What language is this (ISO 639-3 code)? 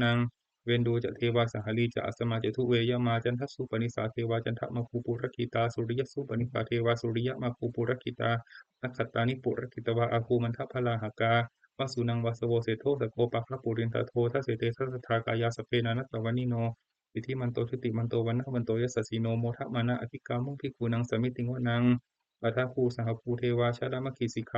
pli